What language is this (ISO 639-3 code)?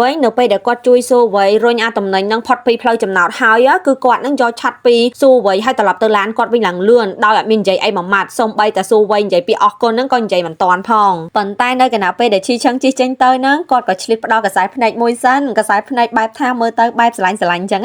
khm